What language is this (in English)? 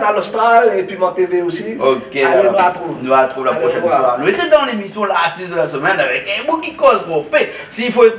Réunion Creole French